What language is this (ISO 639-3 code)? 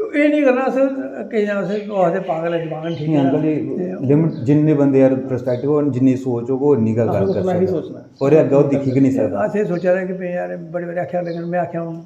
doi